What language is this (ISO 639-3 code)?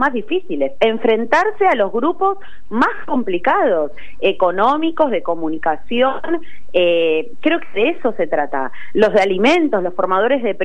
spa